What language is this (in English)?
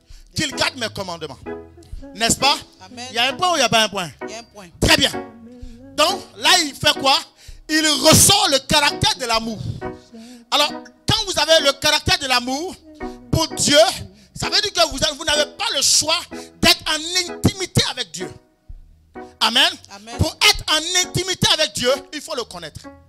French